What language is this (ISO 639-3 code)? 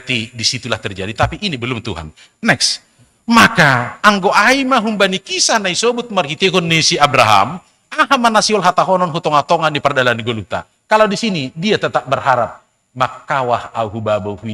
bts